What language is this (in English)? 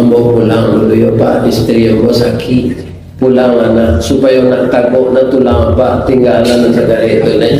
Minangkabau